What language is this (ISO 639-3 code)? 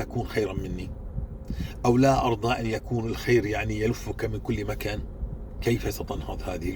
apc